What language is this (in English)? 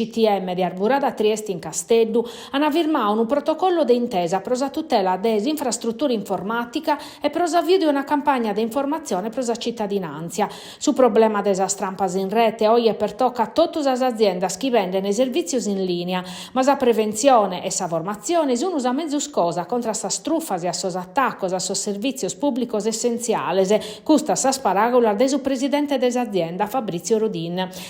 Sardinian